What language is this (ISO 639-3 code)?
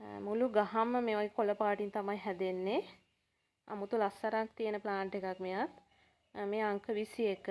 sin